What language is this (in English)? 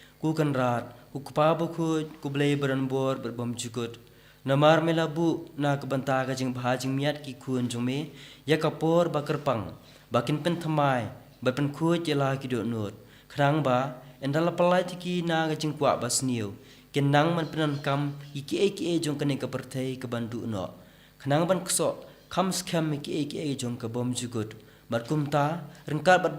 Khasi